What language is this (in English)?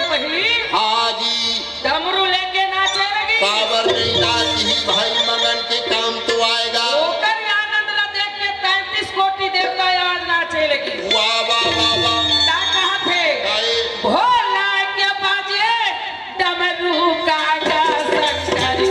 Chhattisgarhi